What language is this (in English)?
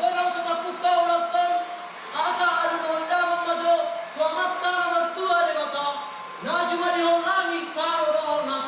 Batak Toba